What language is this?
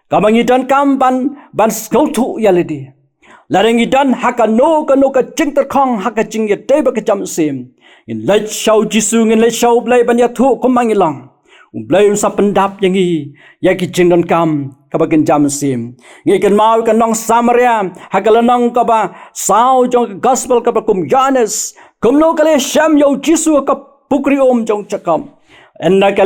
Khasi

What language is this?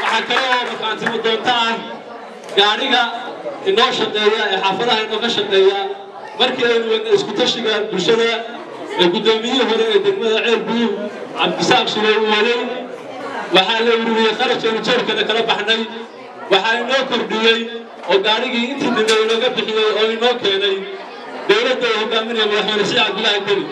Somali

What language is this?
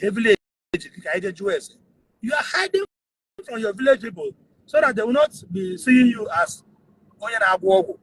Igbo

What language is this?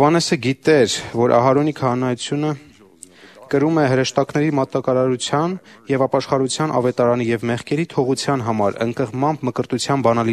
Armenian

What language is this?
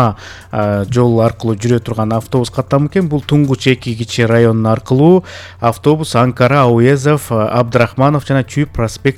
Kyrgyz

